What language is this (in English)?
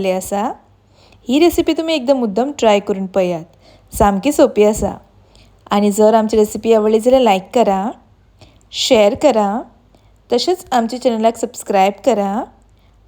Konkani